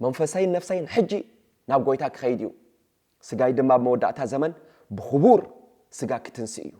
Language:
Tigrinya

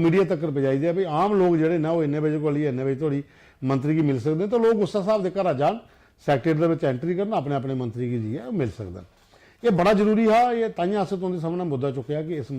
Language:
Dogri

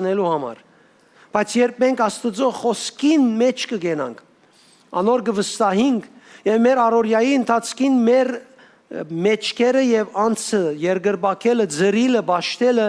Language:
Western Armenian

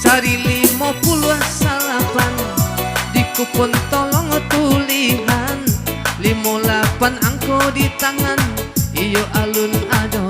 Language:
Minangkabau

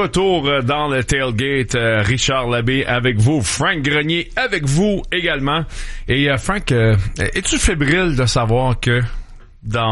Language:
French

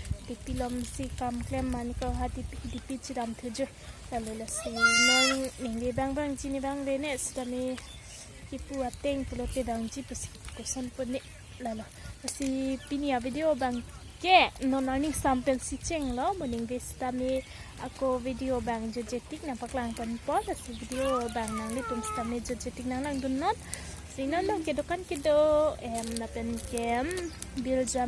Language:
Karbi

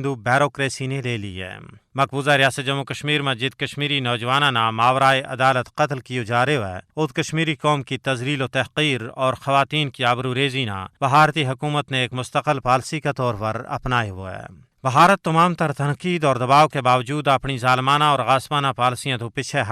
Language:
Gujari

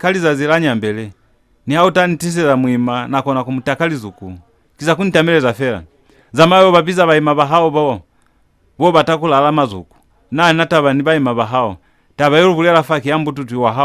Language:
Lozi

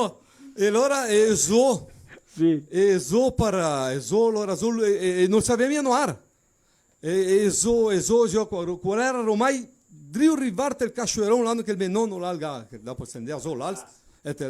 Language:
Venetian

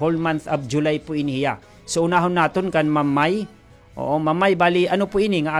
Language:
Waray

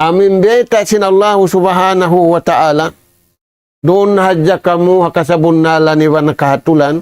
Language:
Tausug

